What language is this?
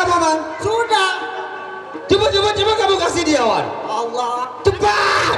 Sasak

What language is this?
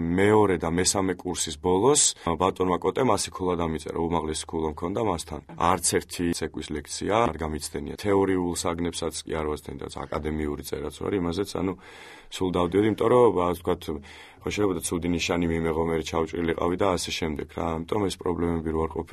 Georgian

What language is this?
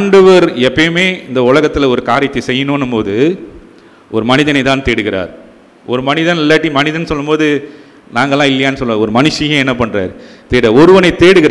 Tamil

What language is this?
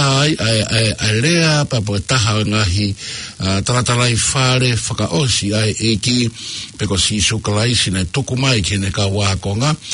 Tongan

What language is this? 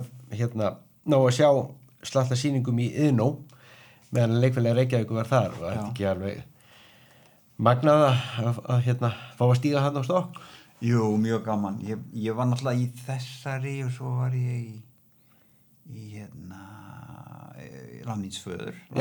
Icelandic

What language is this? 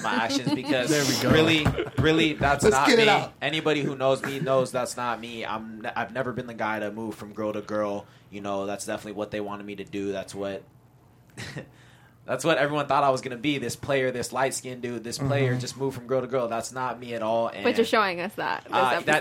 English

